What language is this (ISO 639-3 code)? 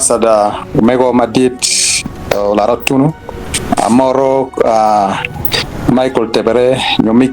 ach